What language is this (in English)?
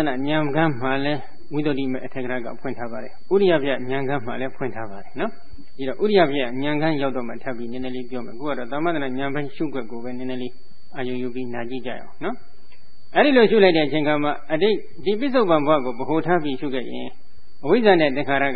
Burmese